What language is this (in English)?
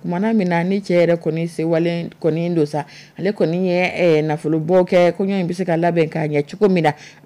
Dyula